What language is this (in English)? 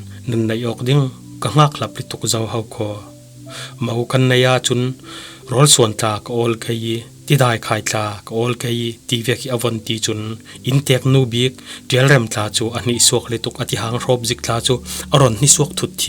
Falam Chin